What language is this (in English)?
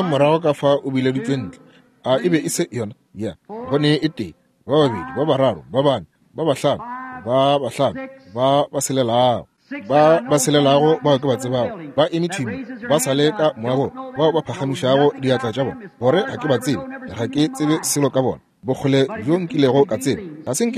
Northern Sotho